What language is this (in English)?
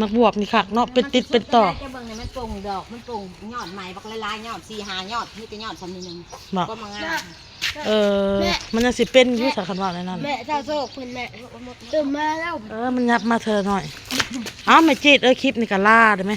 Northeastern Thai